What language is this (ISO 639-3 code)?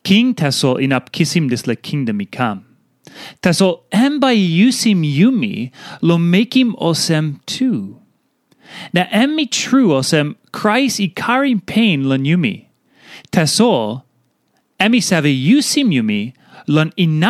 tpi